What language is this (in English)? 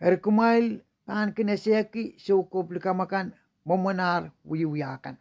Pohnpeian